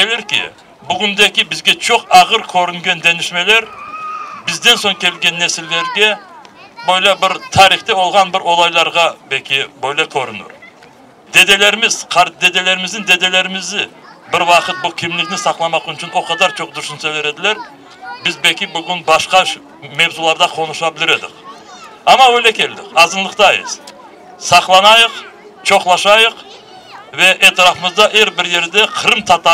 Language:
Crimean Tatar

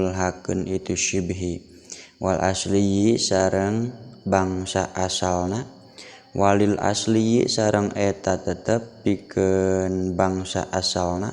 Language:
Sundanese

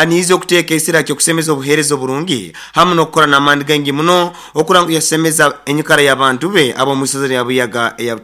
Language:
Nyoro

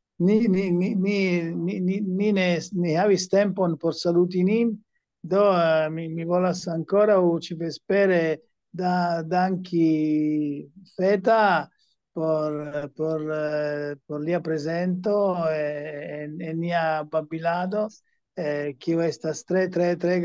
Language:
Esperanto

